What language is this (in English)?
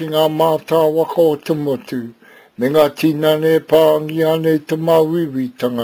Māori